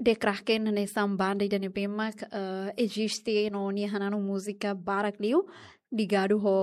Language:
Tetum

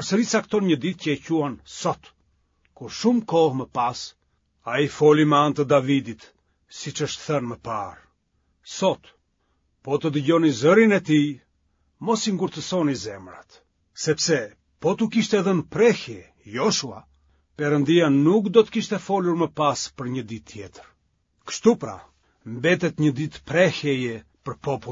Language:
Albanian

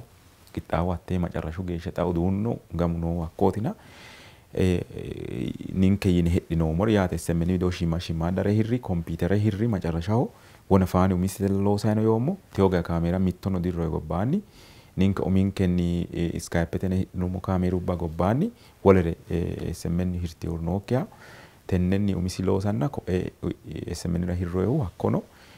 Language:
Sidamo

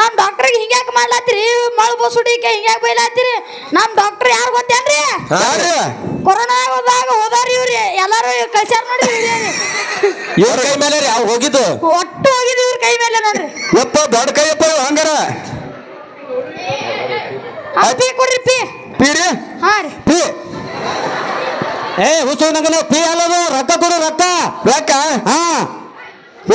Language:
Kannada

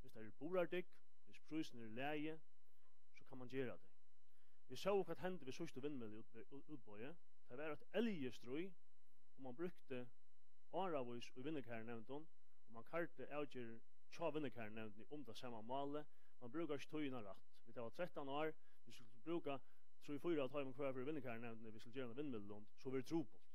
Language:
Faroese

